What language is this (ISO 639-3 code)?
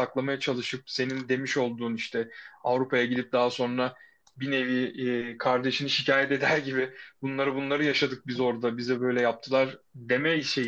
tur